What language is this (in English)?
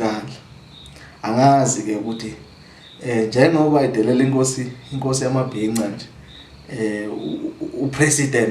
Zulu